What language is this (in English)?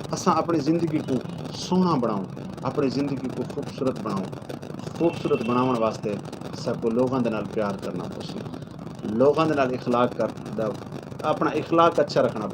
Saraiki